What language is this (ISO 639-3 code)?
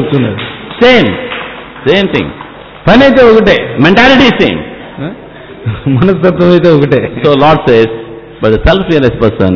tel